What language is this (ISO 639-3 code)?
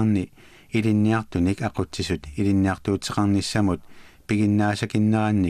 kal